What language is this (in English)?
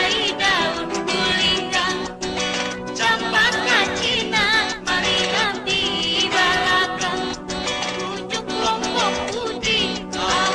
Banjar